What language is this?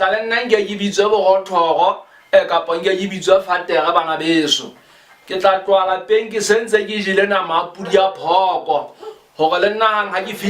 Southern Sotho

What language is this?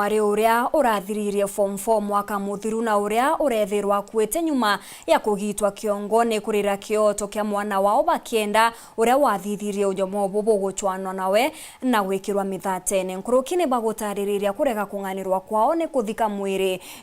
Meru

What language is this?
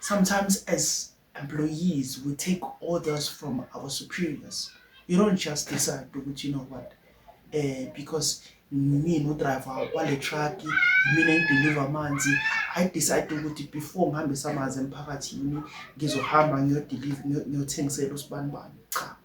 Zulu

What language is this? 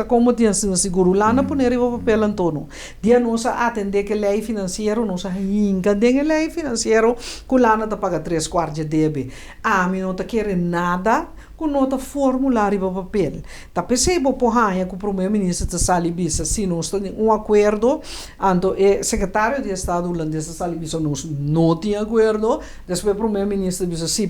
Papiamento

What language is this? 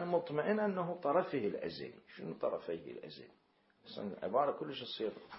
Mesopotamian Arabic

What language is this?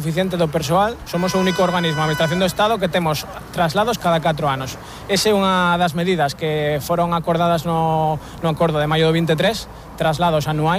Galician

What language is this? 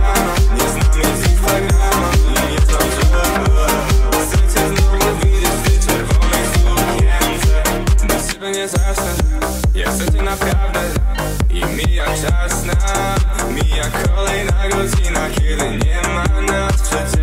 Polish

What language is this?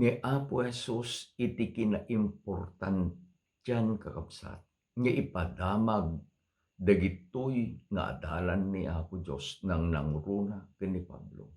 Iloko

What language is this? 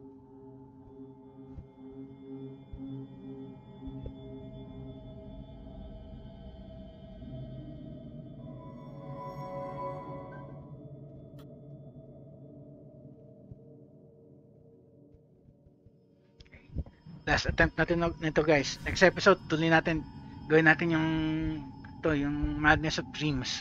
Filipino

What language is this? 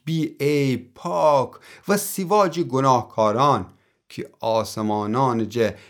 Gilaki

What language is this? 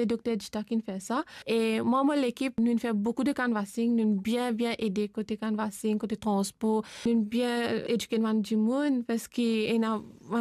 Morisyen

